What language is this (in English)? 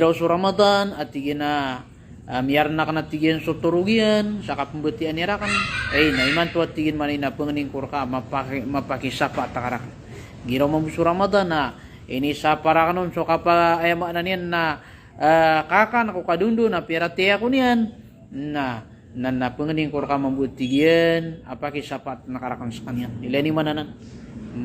Maranao